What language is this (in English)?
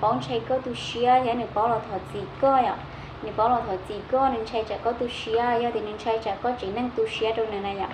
Hmong